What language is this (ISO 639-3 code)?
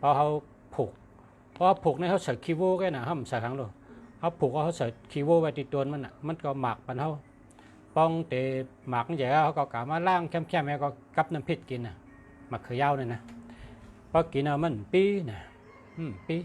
shn